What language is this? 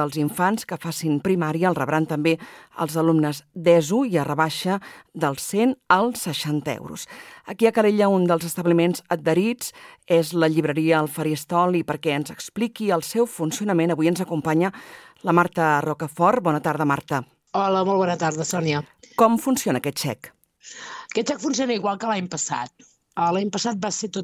Catalan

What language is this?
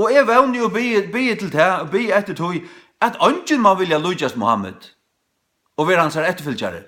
Faroese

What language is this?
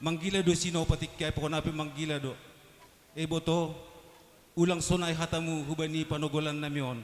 Batak Simalungun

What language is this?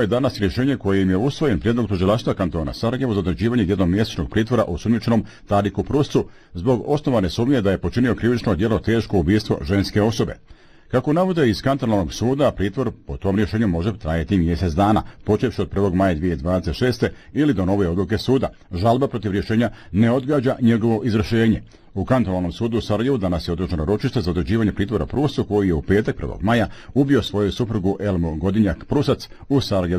Bosnian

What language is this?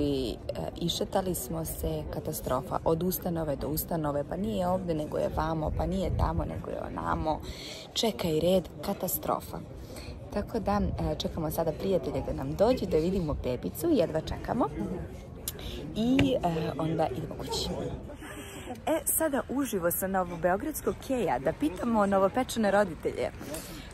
Serbian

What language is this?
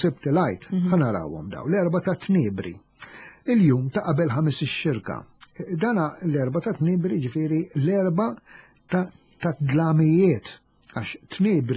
Maltese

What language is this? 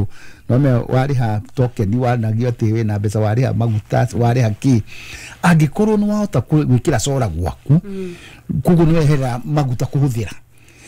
Kikuyu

